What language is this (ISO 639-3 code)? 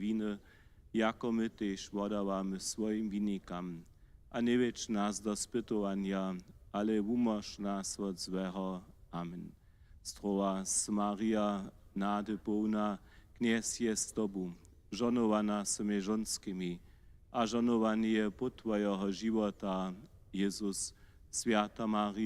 hsb